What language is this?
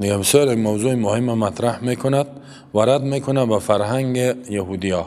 Persian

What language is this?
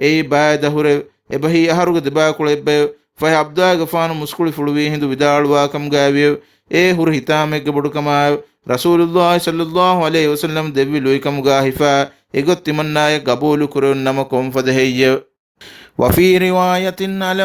Divehi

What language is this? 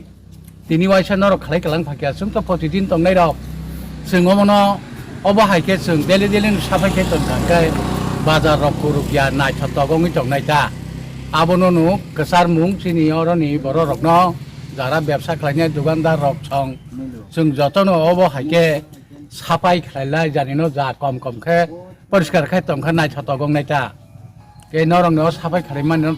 Riang (India)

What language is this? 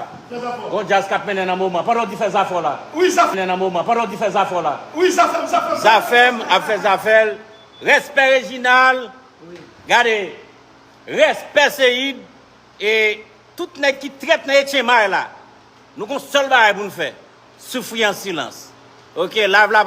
Haitian Creole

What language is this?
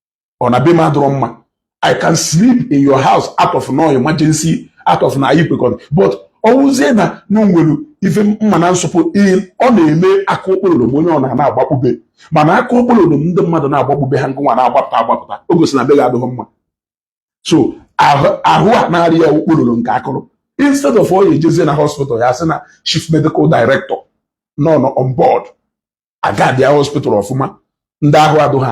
Igbo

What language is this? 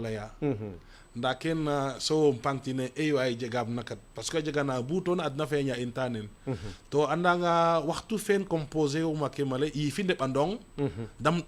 Serer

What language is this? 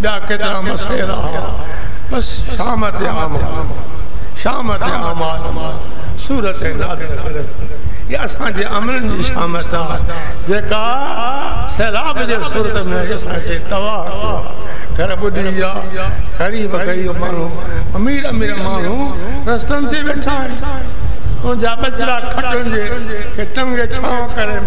Sindhi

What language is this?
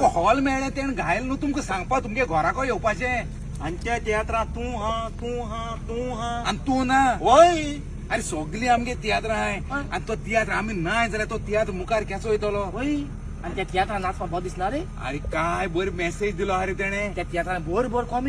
Konkani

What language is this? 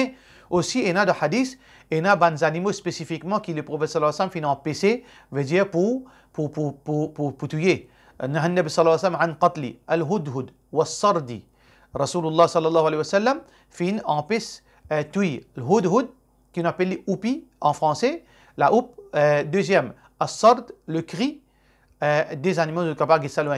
Morisyen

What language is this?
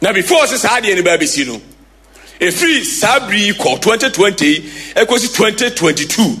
Akan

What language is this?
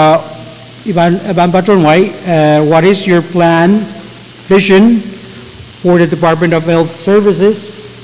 Pohnpeian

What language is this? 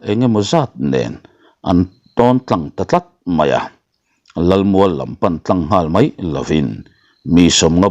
Mizo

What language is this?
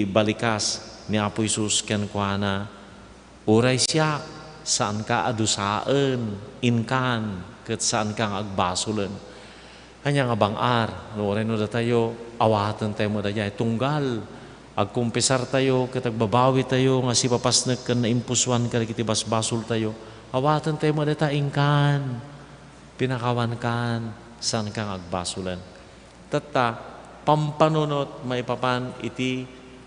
Iloko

